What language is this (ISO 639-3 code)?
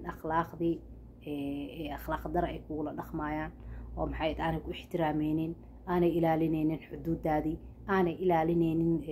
som